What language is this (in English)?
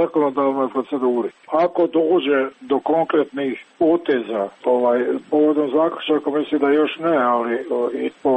Serbian